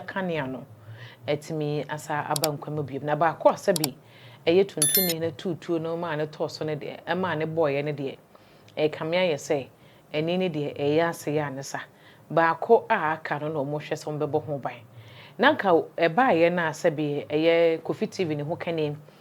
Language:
Akan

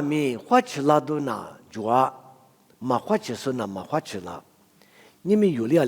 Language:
Lisu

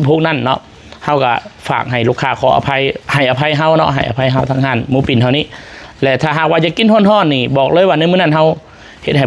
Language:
Lao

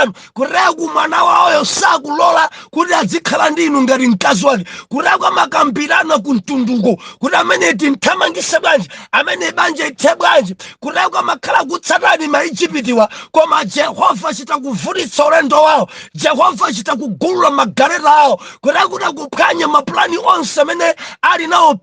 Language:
Nyanja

